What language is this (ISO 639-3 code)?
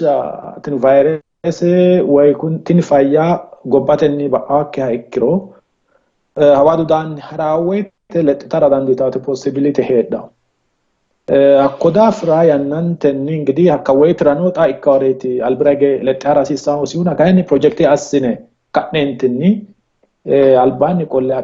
sid